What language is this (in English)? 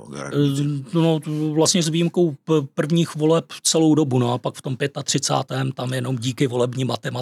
Czech